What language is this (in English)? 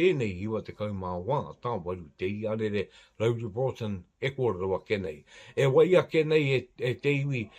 Māori